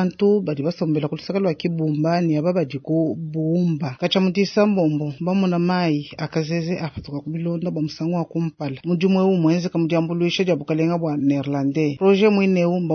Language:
Luba-Lulua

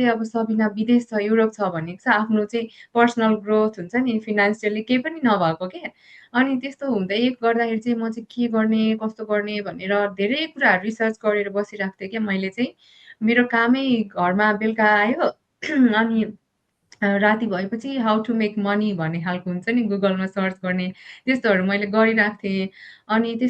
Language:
Nepali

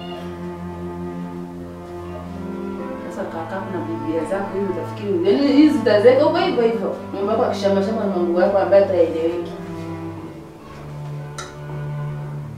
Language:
Swahili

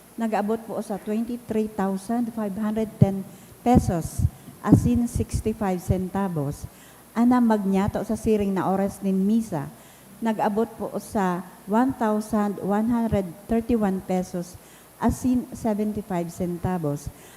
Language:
Bikol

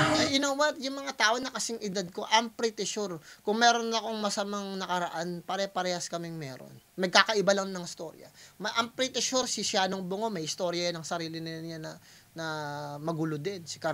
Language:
Filipino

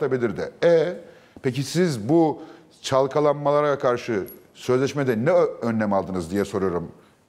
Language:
Turkish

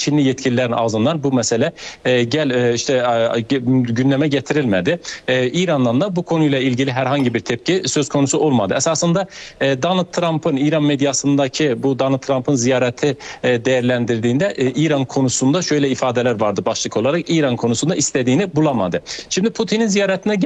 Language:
Turkish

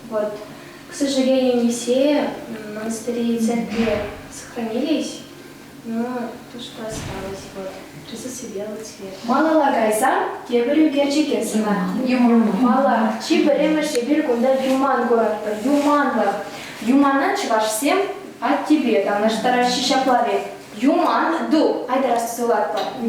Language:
Chuvash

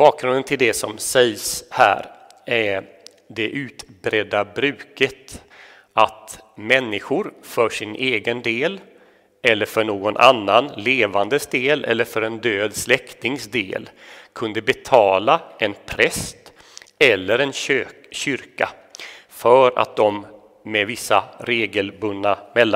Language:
Swedish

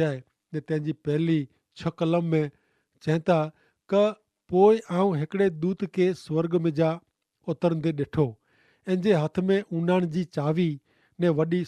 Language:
Kachhi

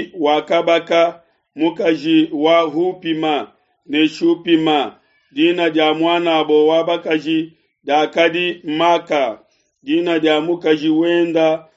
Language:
Luba-Lulua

